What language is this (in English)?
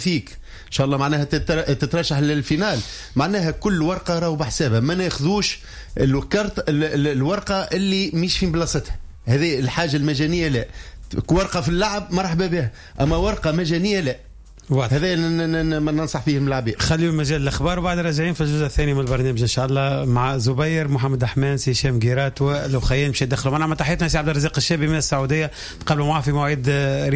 Tunisian Arabic